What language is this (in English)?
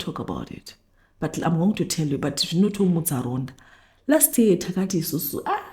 Shona